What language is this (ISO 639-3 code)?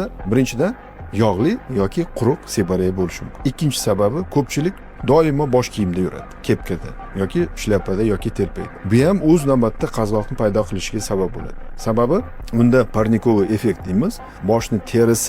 uzb